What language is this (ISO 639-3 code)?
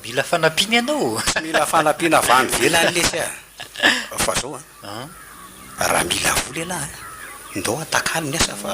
mlg